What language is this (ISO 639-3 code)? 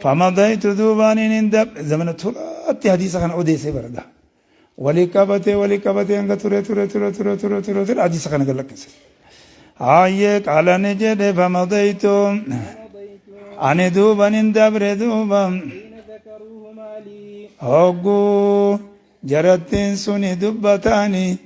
orm